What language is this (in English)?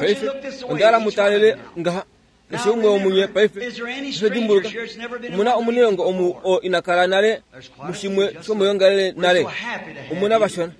Kuanyama